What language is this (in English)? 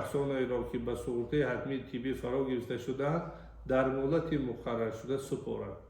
Tajik